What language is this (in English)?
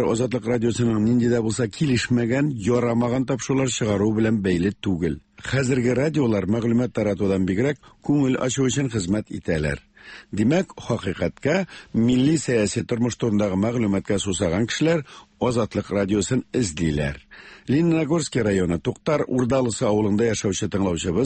Tatar